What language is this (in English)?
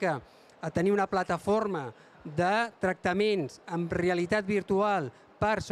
Catalan